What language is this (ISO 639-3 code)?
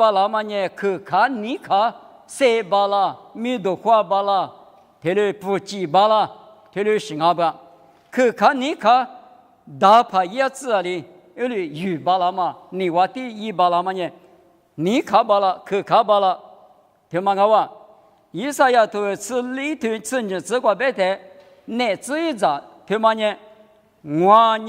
lis